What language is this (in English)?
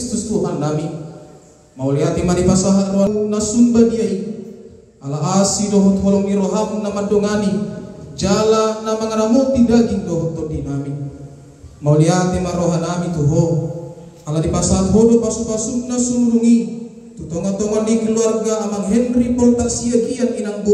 Batak Toba